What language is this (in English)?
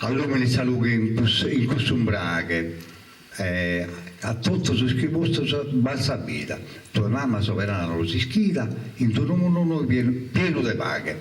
Sardinian